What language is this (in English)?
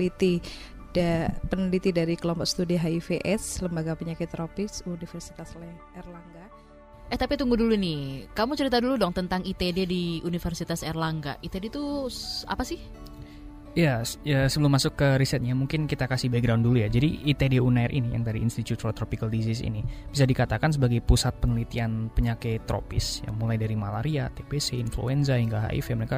Indonesian